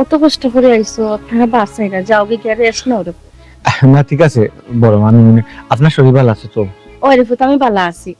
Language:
Sylheti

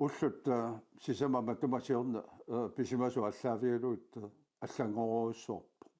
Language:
Kalaallisut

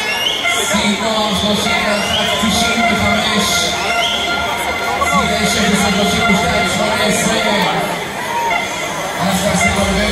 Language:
Hebrew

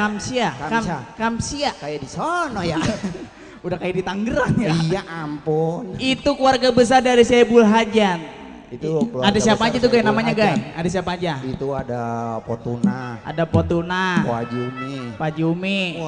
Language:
Betawi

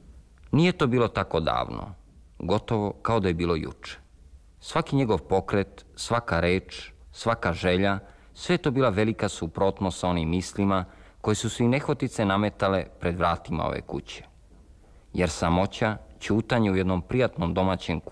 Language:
Serbian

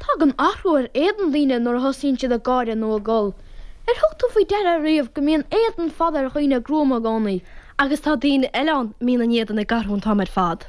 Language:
Irish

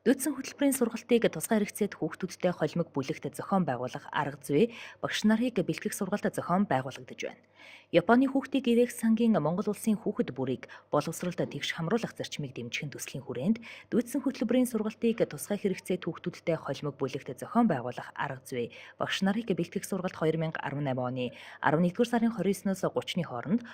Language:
Mongolian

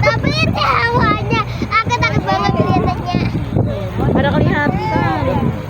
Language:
Banjar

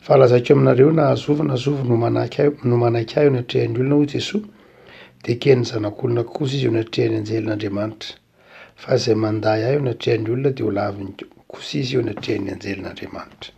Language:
Malagasy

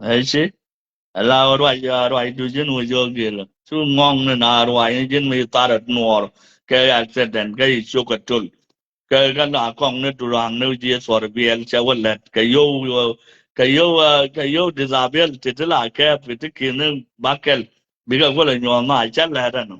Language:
Nuer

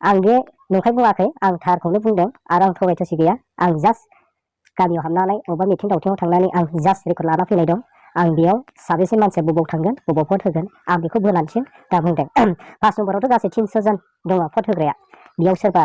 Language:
Bodo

